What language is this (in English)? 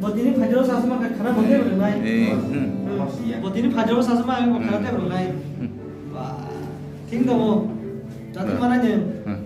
Kok Borok